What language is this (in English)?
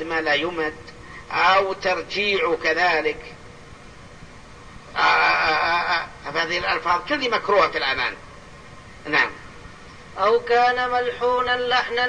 Arabic